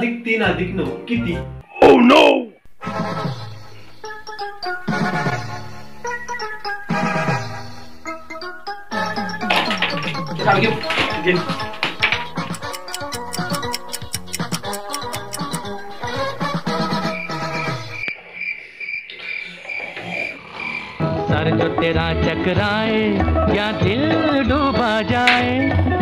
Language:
Marathi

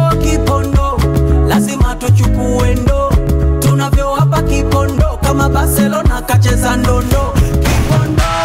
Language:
Swahili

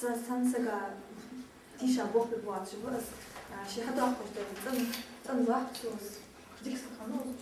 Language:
Ingush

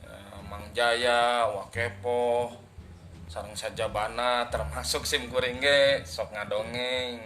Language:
Sundanese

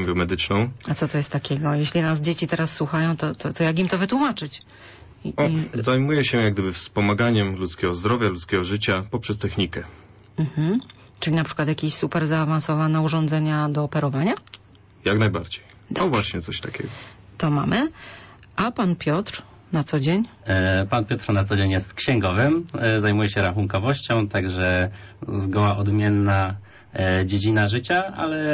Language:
Polish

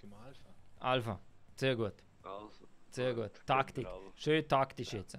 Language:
Swiss German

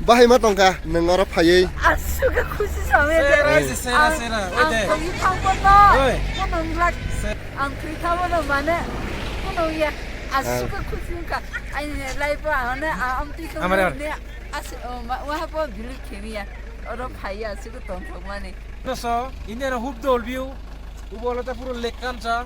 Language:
Kok Borok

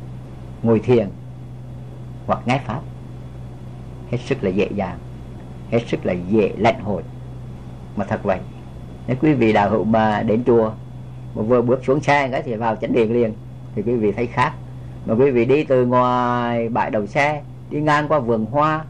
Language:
Vietnamese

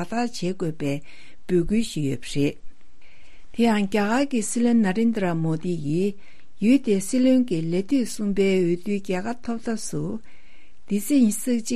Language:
Tibetan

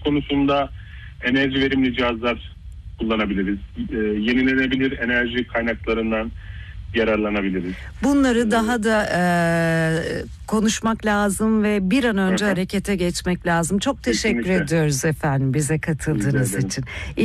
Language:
Turkish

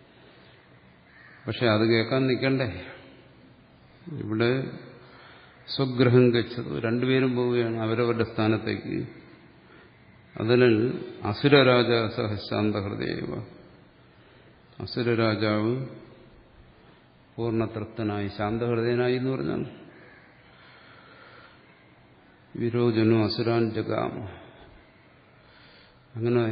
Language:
Malayalam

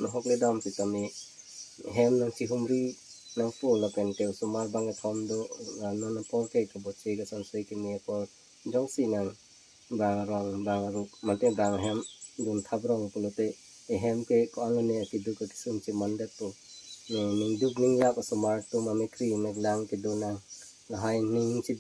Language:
Karbi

